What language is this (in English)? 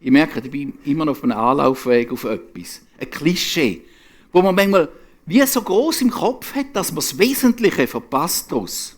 Swiss German